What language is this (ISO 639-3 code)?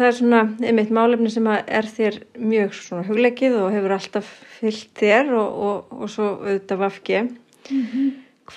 isl